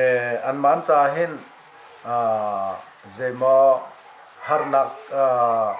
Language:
Hakha Chin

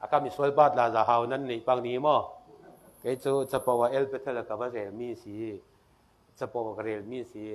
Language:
Falam Chin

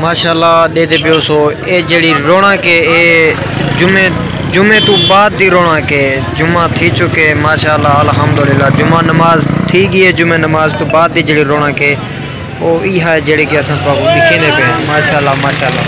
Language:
Saraiki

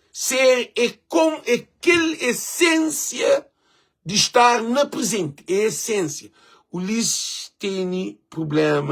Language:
Kabuverdianu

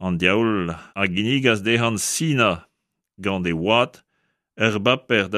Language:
Breton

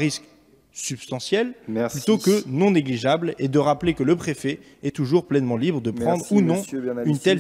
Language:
French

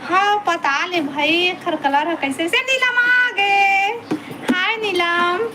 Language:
Chhattisgarhi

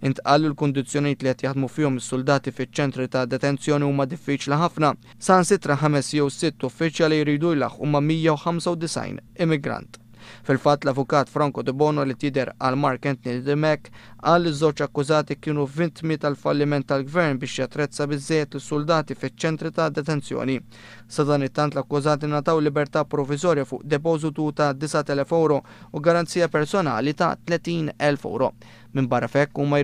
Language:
Maltese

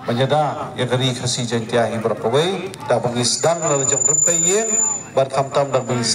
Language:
Khasi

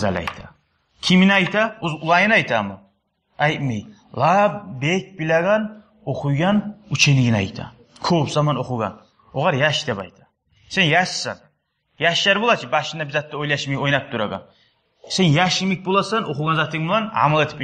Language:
Kumyk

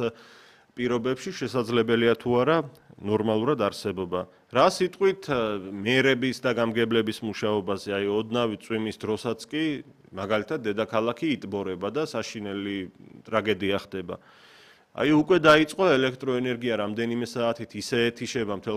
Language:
Georgian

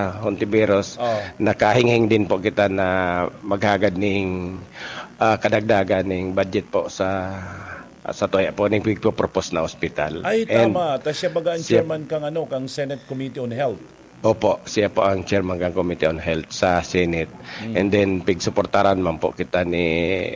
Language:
Bikol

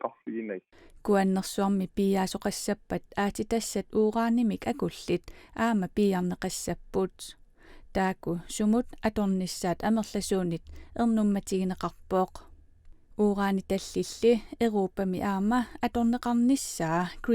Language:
Kalaallisut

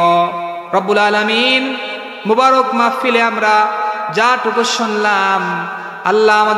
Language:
Sylheti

